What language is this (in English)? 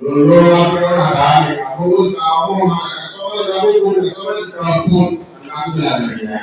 Teso